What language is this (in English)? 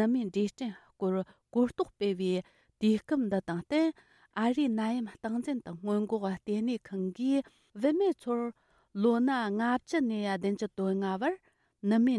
Tibetan